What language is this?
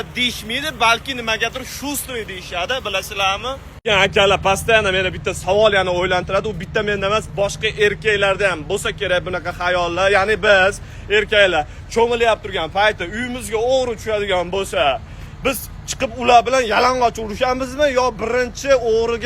Uzbek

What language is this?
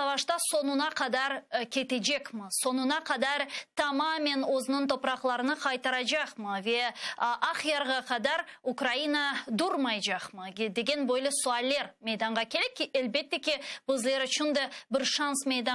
Crimean Tatar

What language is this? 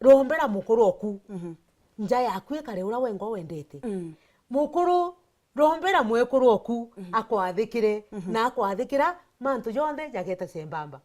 Meru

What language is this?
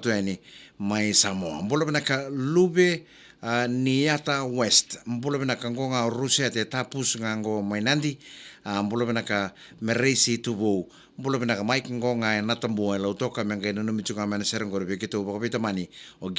Fijian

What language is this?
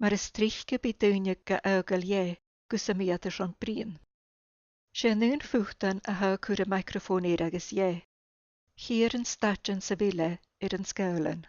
Scottish Gaelic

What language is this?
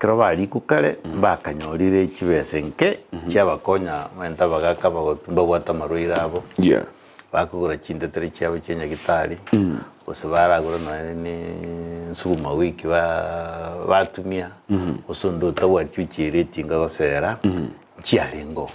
Gusii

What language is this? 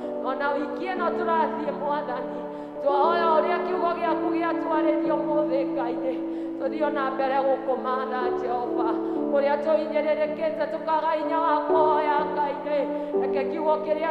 Kikuyu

